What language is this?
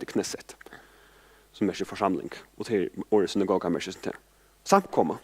Faroese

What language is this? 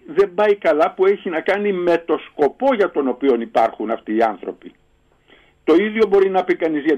Greek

